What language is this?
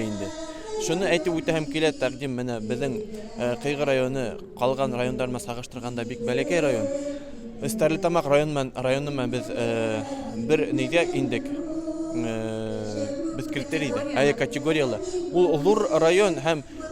Bashkir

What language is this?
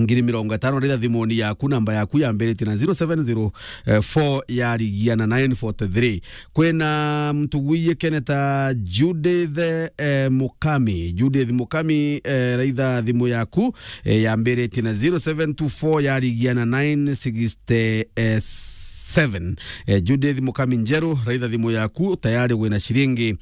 Meru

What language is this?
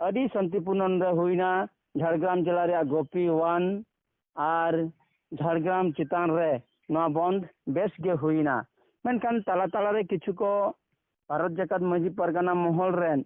Santali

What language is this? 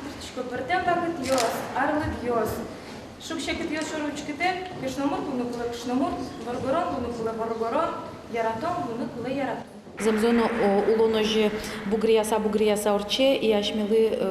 Udmurt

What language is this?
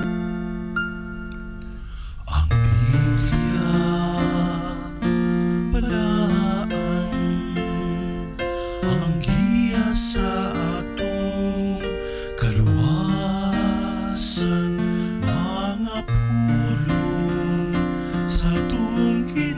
Cebuano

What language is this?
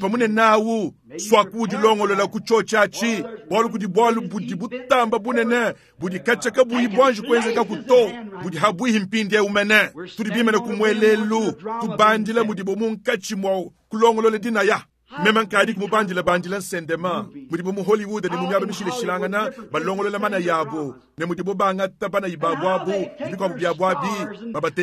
Luba-Lulua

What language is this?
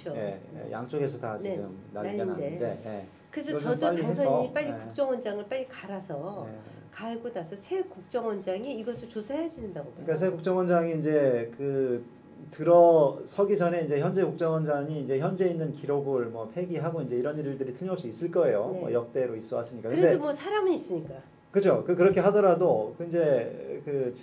Korean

